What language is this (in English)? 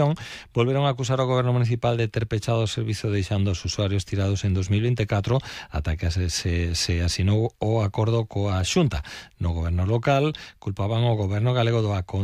Galician